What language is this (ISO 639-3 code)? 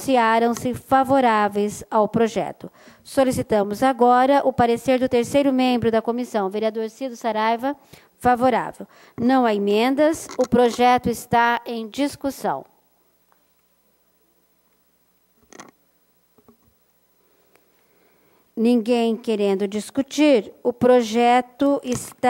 por